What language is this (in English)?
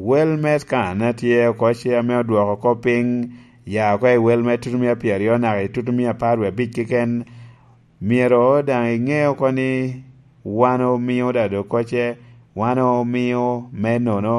Lango (Uganda)